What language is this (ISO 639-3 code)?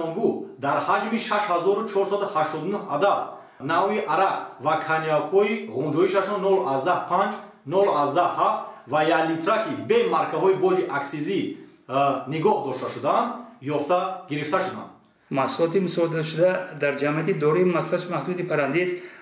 tgk